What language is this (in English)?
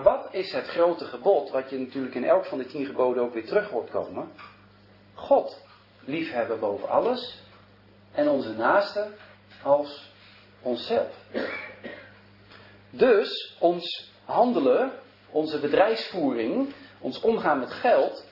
Dutch